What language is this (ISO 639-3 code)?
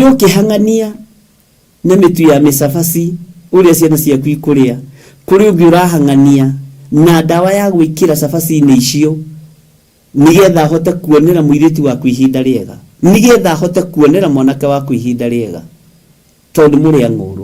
kik